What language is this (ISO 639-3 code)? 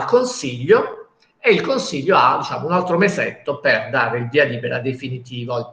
ita